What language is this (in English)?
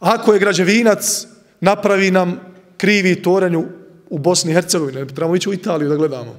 Bosnian